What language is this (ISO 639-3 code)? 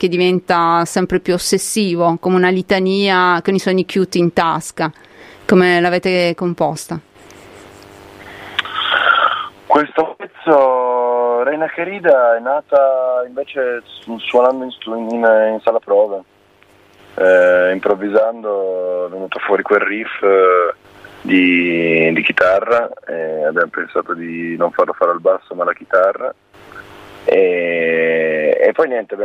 ita